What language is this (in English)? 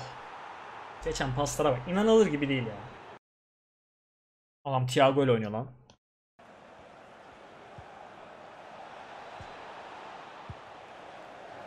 Turkish